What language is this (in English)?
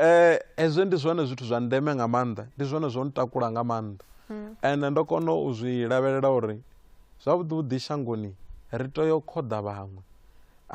Venda